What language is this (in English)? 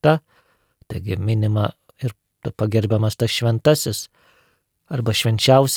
Lithuanian